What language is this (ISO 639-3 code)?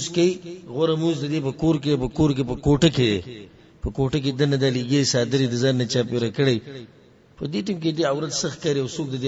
pus